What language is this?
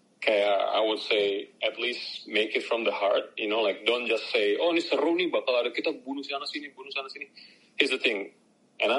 Indonesian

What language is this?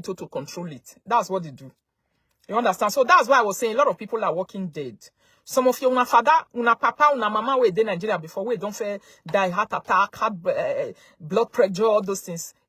Nigerian Pidgin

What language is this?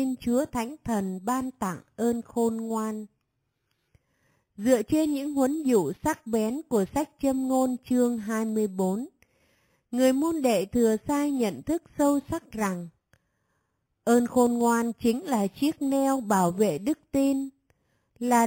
Vietnamese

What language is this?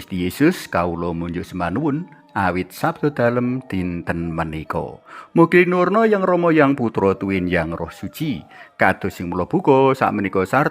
Javanese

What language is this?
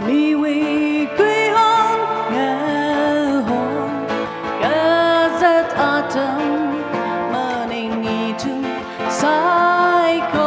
Tangkhul Naga (India)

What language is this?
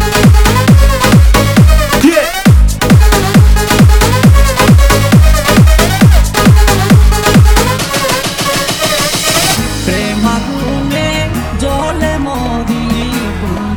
Bangla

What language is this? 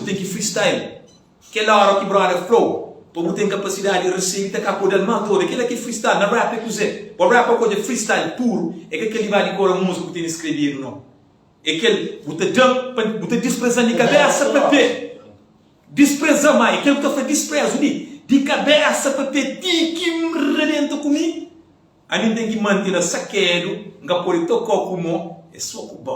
Kabuverdianu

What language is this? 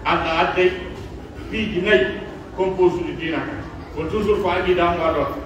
Pular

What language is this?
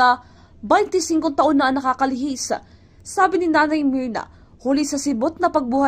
Bikol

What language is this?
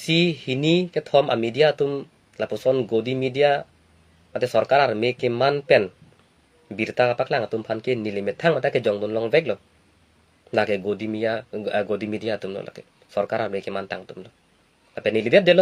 Karbi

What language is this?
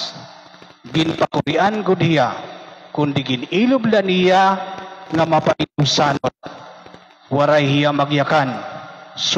Waray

